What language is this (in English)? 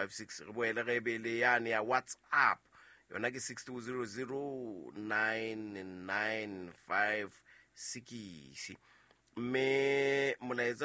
Southern Sotho